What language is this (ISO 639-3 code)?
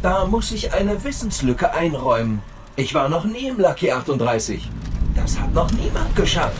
bar